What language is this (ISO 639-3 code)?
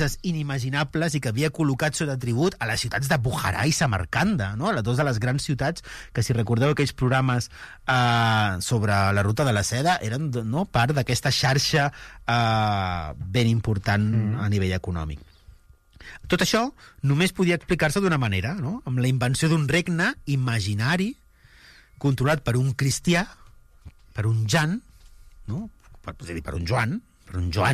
cat